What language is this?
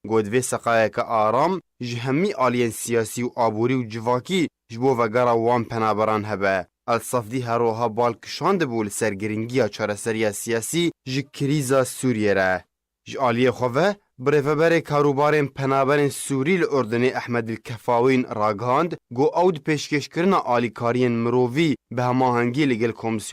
Kurdish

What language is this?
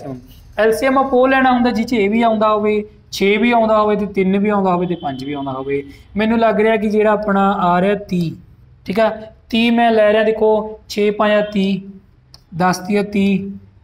Punjabi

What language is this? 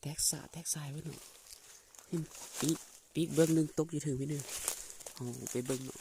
Lao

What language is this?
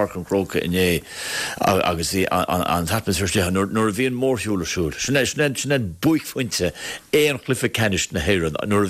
Irish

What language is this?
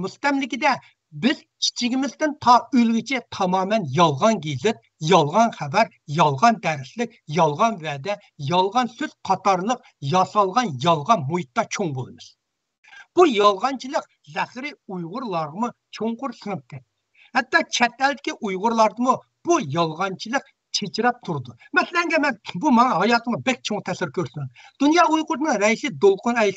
Uyghur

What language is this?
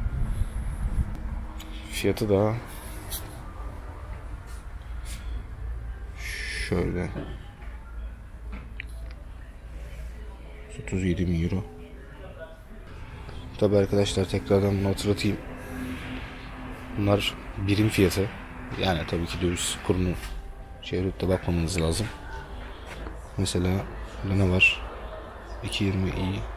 Turkish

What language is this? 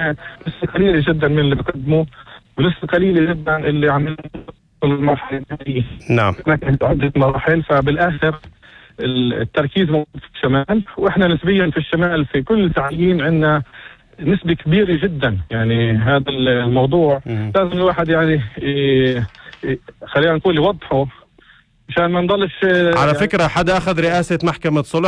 North Levantine Arabic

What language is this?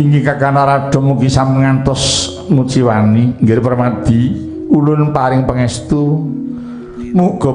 Javanese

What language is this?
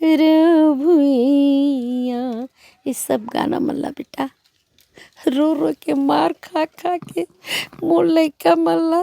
Chhattisgarhi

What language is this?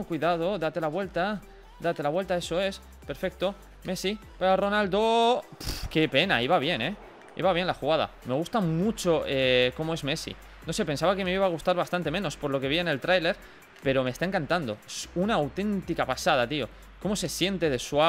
Spanish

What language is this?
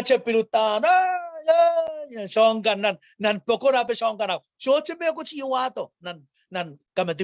Pohnpeian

